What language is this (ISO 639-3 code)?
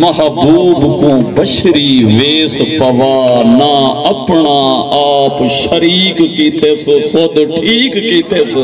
skr